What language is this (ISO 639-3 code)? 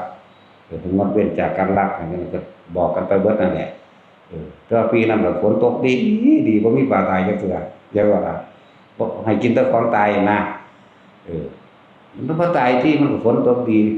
tts